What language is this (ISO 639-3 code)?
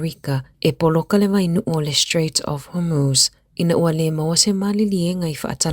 smo